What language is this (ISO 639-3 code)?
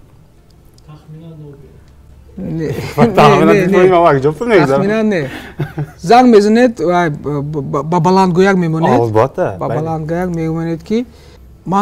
tgk